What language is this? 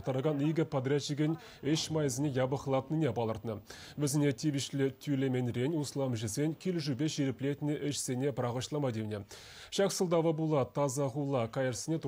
Chuvash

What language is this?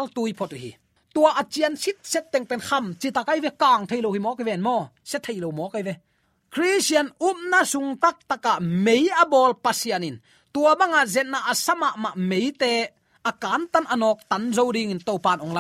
Tedim Chin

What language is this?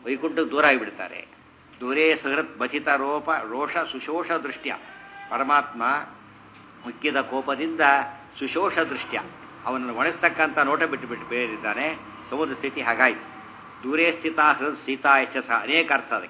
Kannada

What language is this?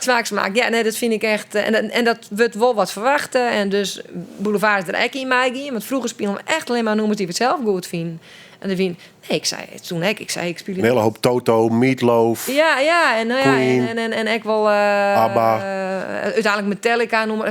Western Frisian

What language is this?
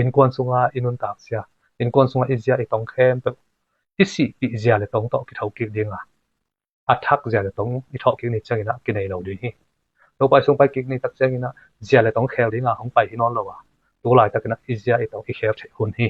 Tedim Chin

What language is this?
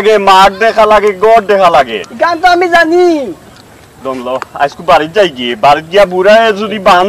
Sylheti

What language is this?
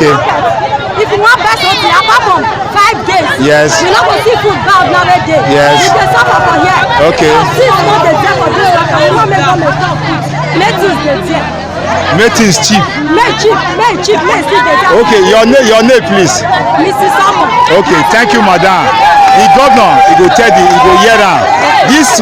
Nigerian Pidgin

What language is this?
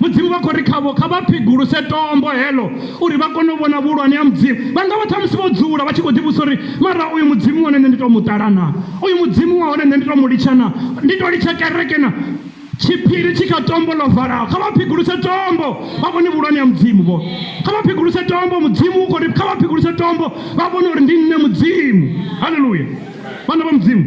Venda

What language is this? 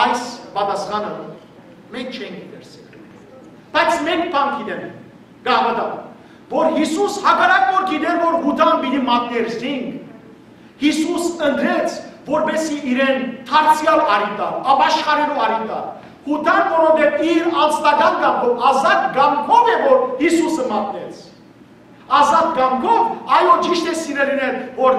Western Armenian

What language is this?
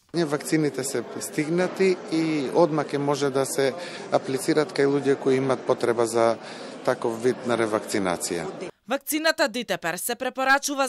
Macedonian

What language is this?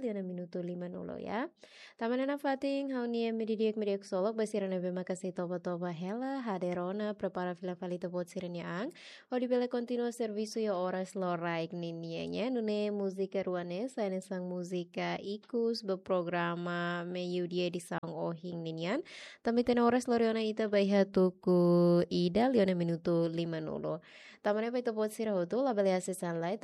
Tetum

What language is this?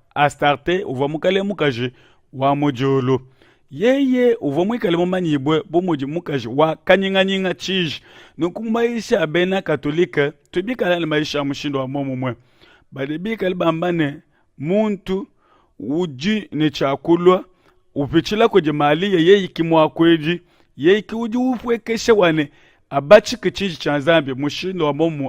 Luba-Lulua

